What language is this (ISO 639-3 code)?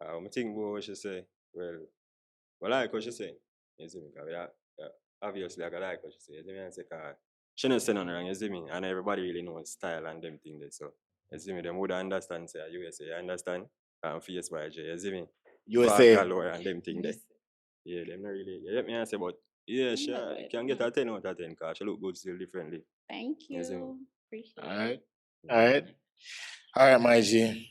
jam